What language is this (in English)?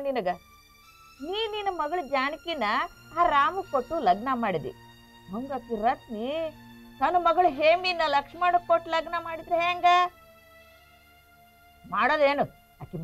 Kannada